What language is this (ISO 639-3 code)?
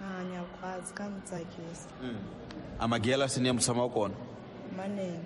tso